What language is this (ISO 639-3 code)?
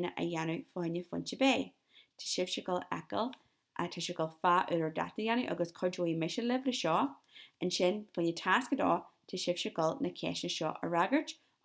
gle